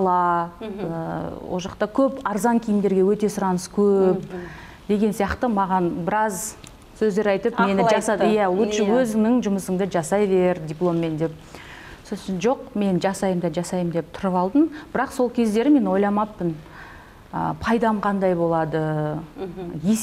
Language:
Kazakh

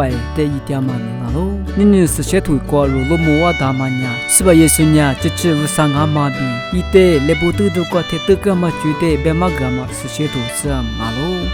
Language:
Lisu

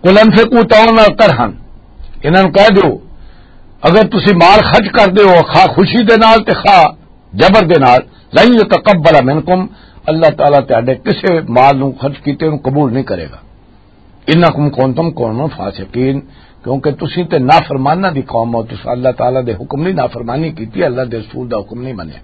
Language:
Western Panjabi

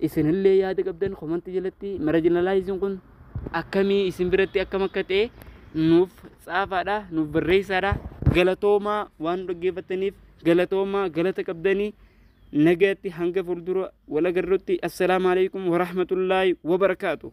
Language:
Oromo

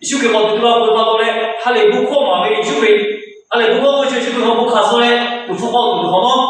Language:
Lahu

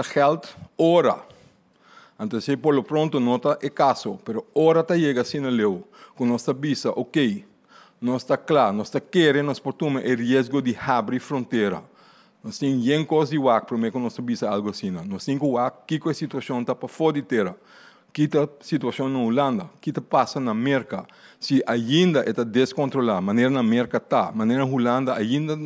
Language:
Papiamento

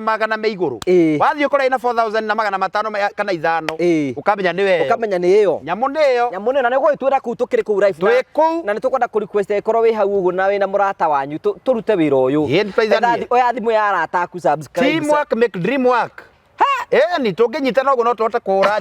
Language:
Kikuyu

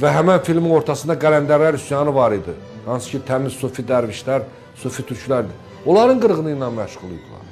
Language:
Azerbaijani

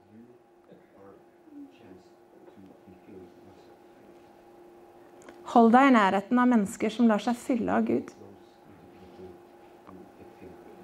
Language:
Norwegian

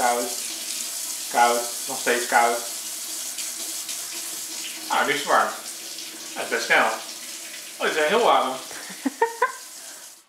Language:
Dutch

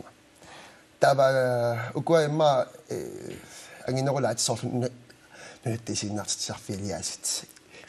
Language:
Kalaallisut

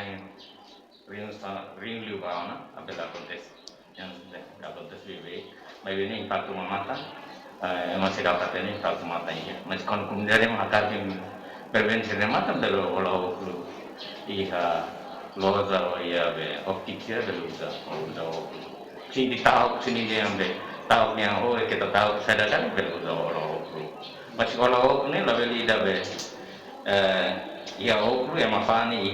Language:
Tetum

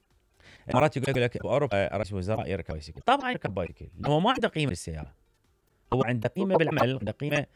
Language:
Mesopotamian Arabic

